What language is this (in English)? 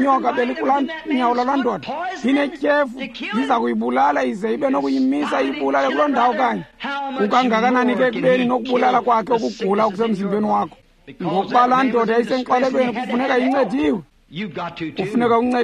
Xhosa